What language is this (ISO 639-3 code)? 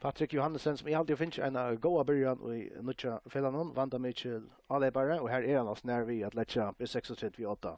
fao